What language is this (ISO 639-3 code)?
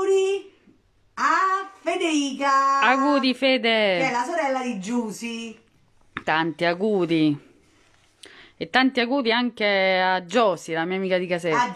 ita